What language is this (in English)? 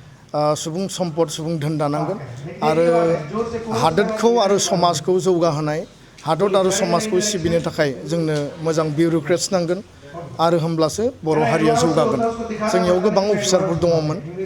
Bodo